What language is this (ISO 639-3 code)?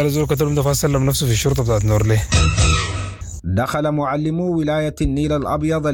apd